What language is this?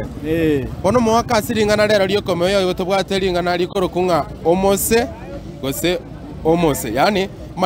Gusii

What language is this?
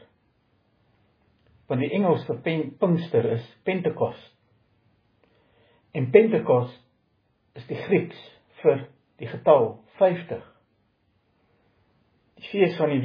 Afrikaans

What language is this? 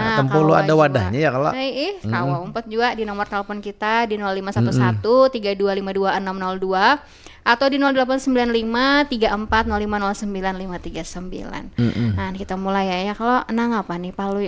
Banjar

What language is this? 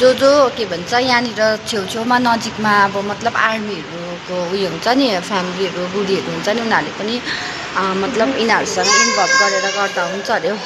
Nepali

